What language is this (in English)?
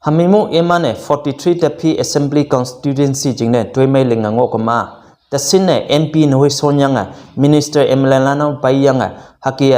Konyak Naga